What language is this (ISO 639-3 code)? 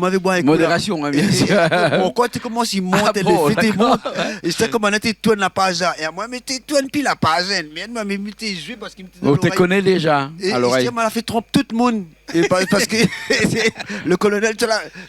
rcf